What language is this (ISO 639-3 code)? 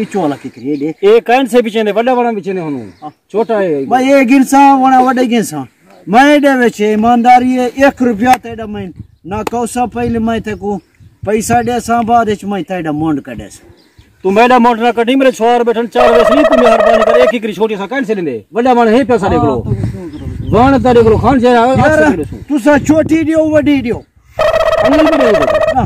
skr